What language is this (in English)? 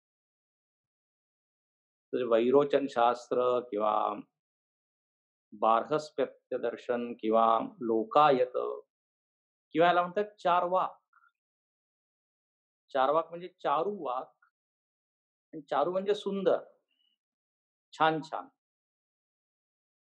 Marathi